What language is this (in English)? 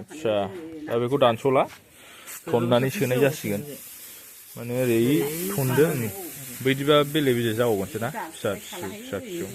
Bodo